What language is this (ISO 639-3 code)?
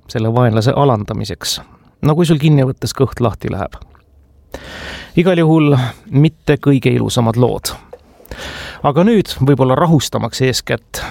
est